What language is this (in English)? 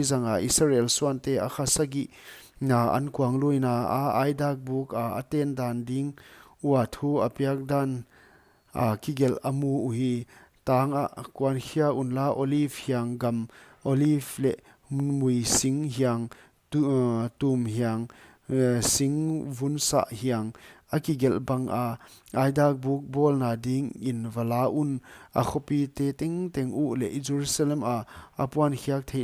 Paite Chin